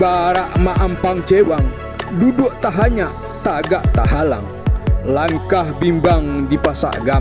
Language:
Minangkabau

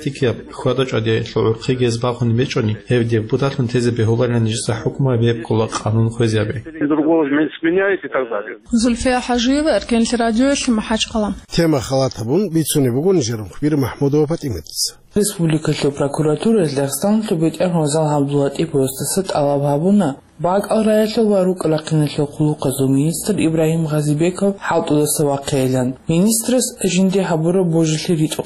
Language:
Avaric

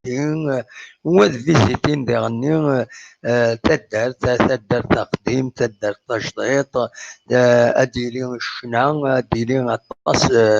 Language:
Kabyle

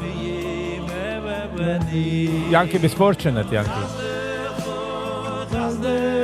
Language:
Yiddish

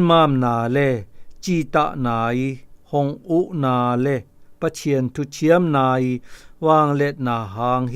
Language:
Zou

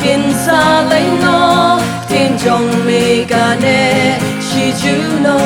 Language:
Khasi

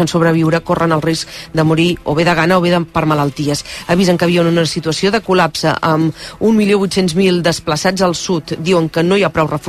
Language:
Catalan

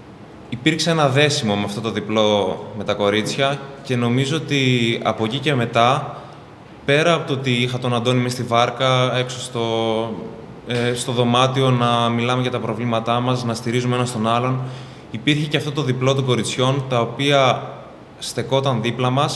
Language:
Greek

